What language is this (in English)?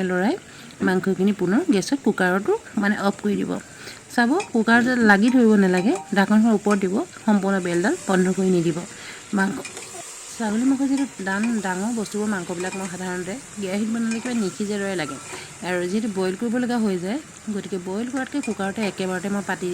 Assamese